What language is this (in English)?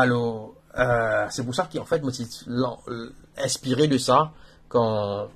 Morisyen